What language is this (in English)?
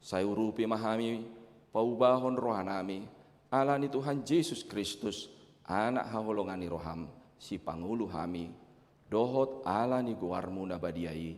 Batak Toba